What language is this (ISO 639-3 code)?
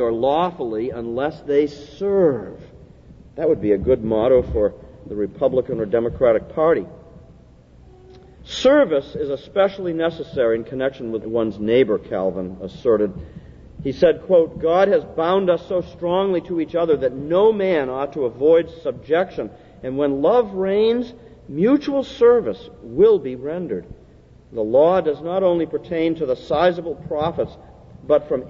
eng